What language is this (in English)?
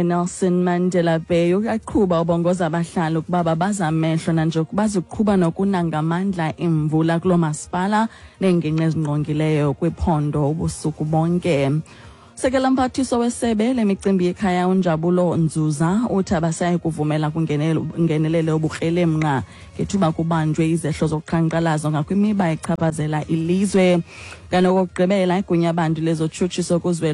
Xhosa